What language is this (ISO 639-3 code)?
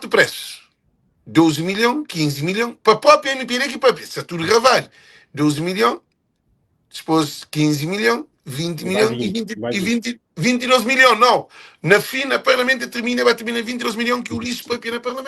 kea